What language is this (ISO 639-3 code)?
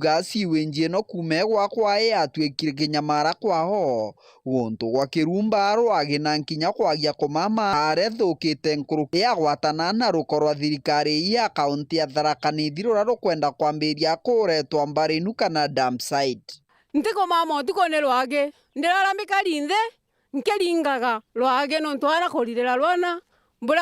mer